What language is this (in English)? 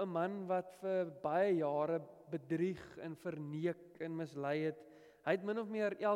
Afrikaans